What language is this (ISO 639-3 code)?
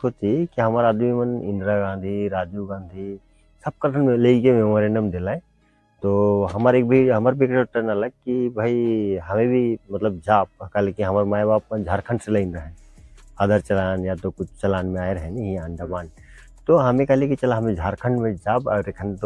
sck